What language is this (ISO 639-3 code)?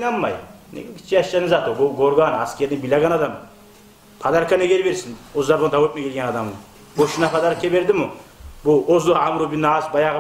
kum